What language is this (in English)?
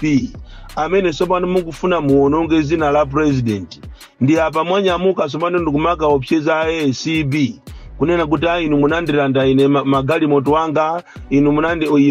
Nyanja